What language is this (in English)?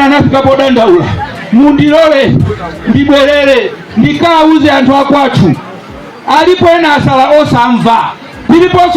Nyanja